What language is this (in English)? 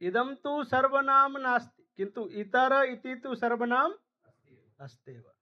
Sanskrit